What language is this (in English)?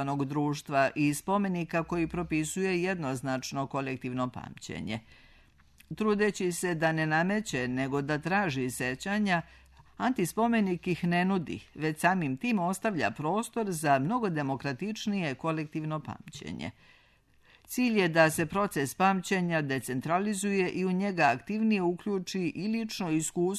Serbian